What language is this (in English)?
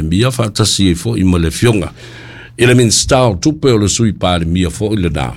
Samoan